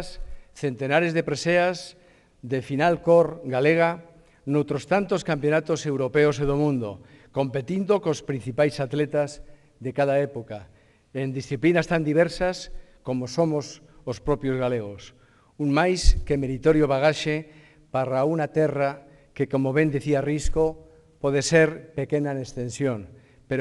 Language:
Galician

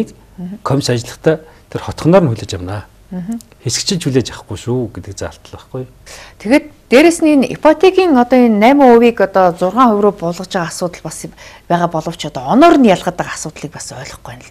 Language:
Mongolian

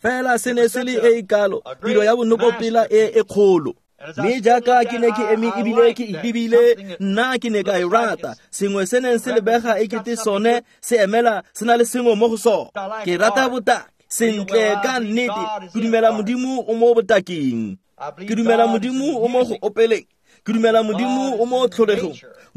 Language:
Tswana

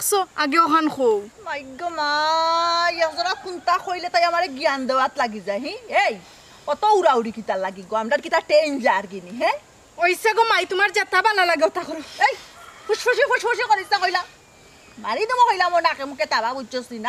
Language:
Sylheti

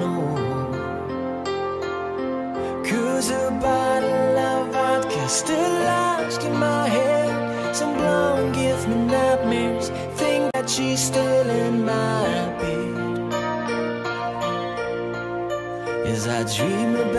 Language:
English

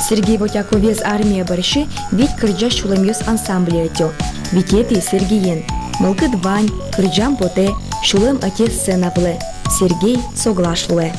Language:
Udmurt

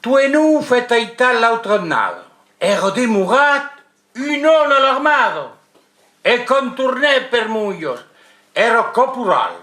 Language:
Occitan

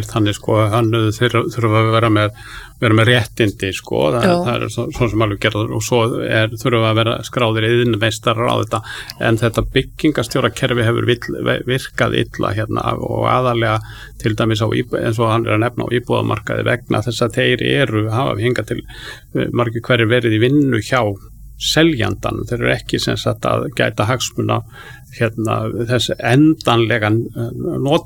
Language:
Icelandic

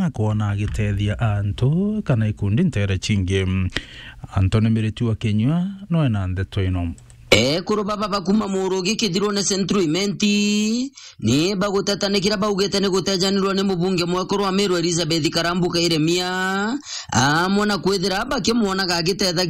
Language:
Meru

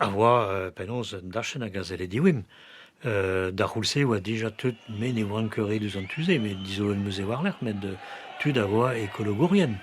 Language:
Breton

